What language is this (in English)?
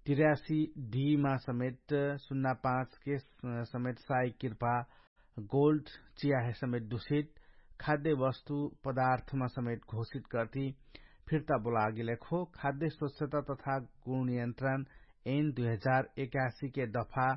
Dangaura Tharu